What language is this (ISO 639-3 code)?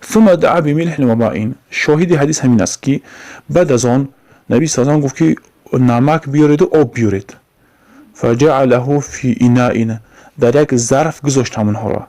tgk